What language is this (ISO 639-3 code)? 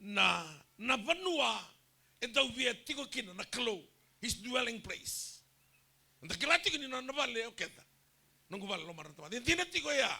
fij